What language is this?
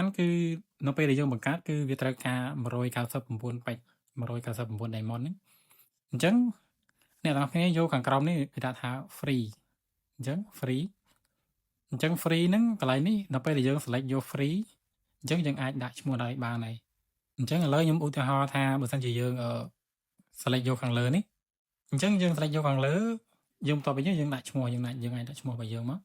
Khmer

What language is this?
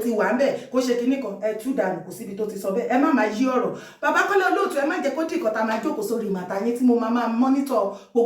Yoruba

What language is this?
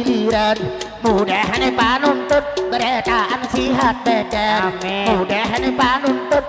Banjar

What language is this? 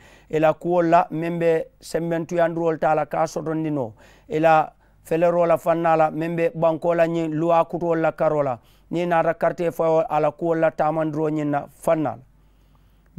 Mandingo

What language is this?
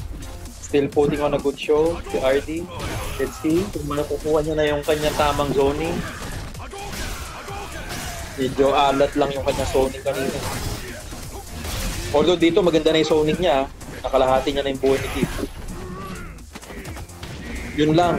Filipino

